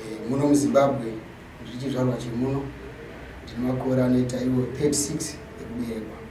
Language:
Shona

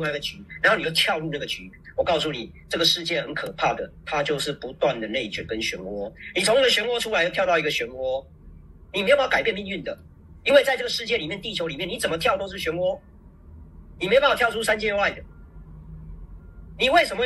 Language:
Chinese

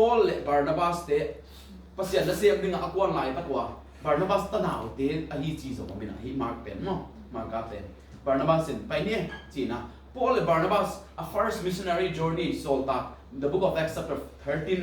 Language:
Tedim Chin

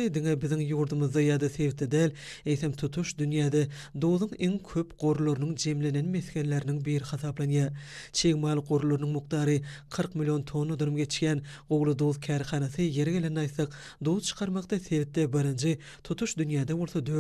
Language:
Turkmen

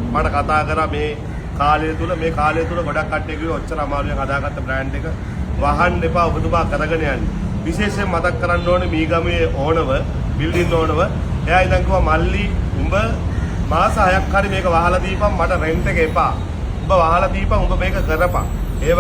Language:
Sinhala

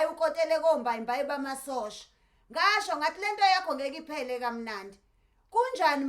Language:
Zulu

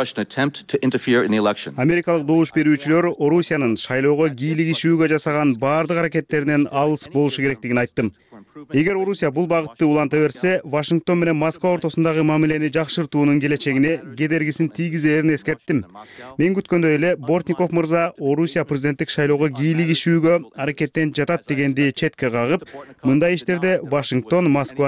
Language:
Kyrgyz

